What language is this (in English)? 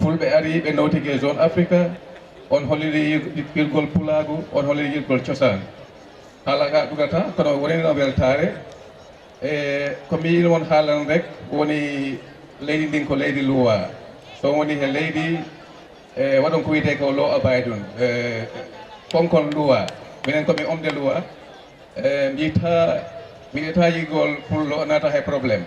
Fula